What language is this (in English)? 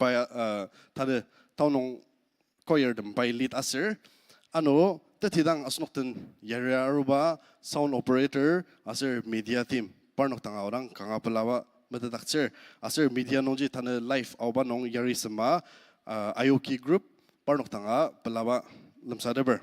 Ao Naga